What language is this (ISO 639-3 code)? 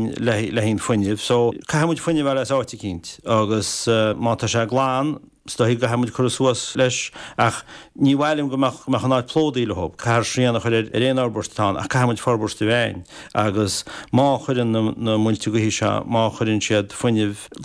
gle